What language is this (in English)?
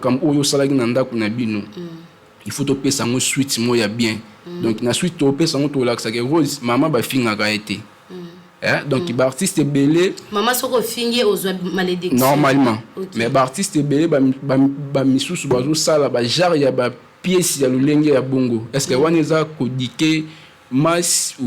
Lingala